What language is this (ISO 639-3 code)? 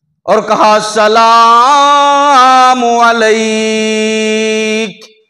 hin